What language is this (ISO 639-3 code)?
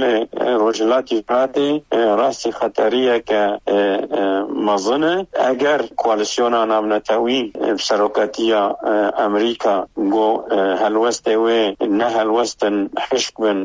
kur